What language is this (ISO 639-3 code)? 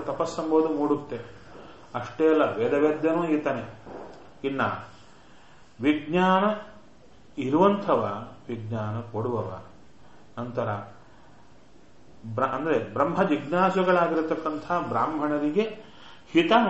kan